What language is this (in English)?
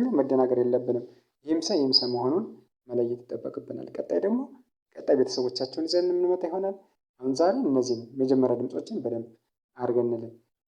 Amharic